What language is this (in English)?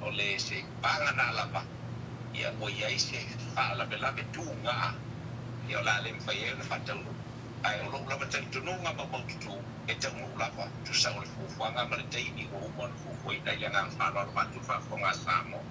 Samoan